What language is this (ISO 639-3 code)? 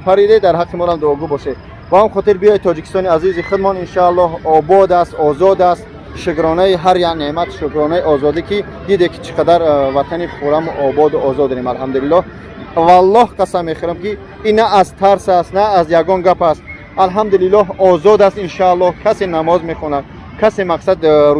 tgk